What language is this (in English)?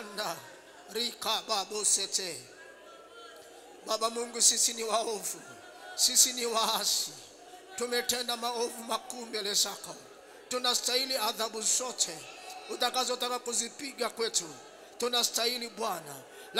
Swahili